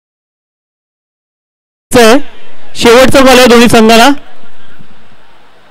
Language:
Marathi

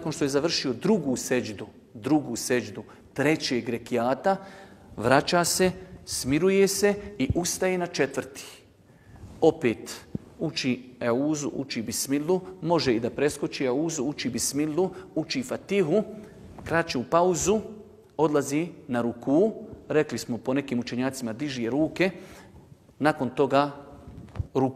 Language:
Bosnian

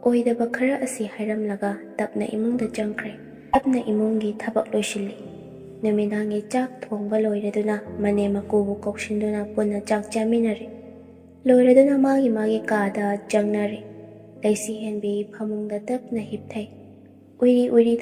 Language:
Manipuri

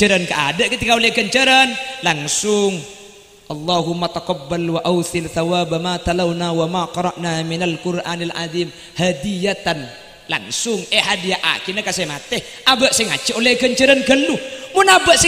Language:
Madurese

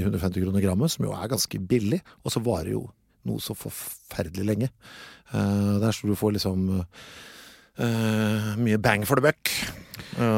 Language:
Norwegian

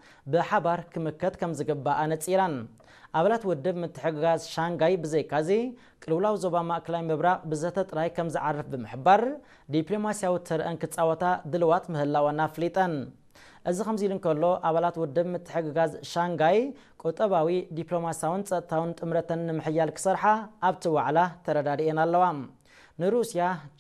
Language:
Tigrinya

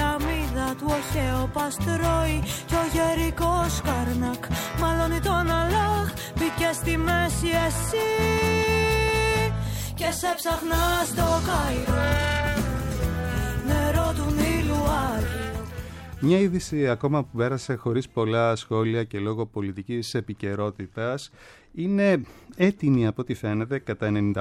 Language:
Greek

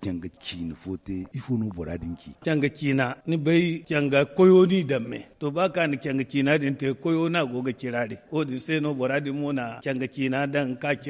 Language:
Zarma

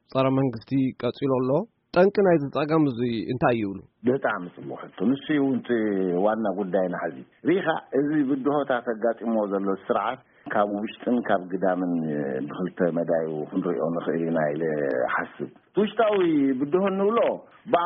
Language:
Tigrinya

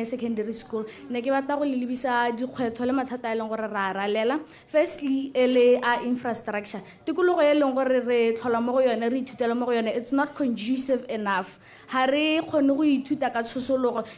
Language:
Tswana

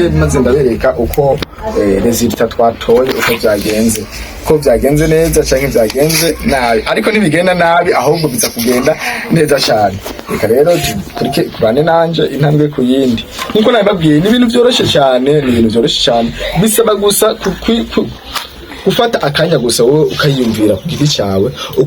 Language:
Rundi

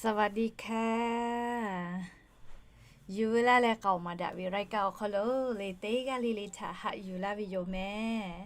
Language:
Lahu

